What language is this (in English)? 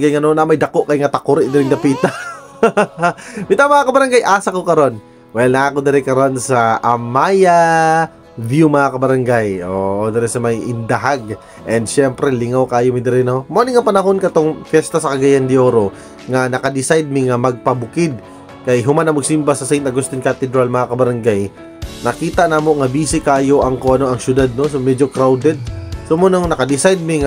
Cebuano